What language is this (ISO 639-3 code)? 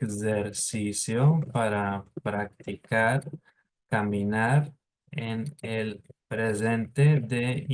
lad